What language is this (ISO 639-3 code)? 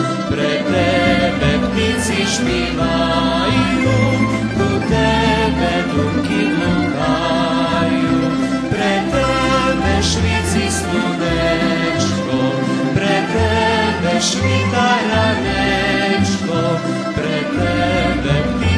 rue